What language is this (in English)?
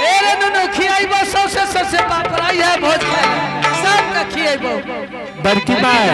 Angika